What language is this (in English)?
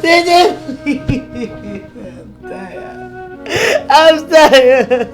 Nigerian Pidgin